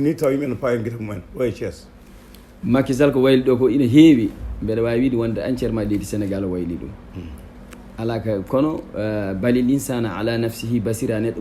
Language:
Fula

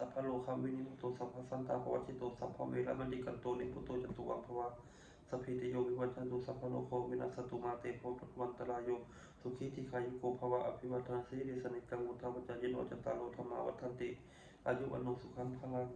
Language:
Pali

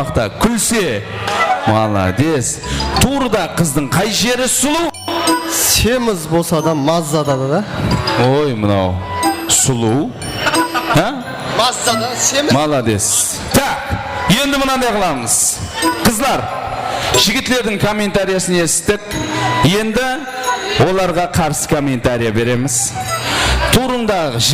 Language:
Kara-Kalpak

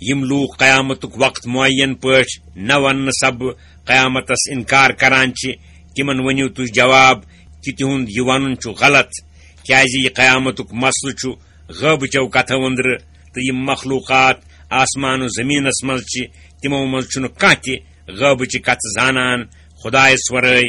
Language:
Kashmiri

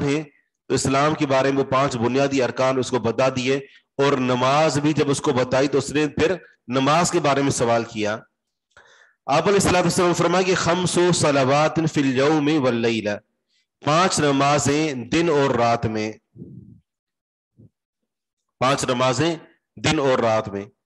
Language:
Urdu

